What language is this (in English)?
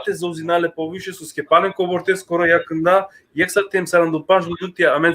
Balkan Romani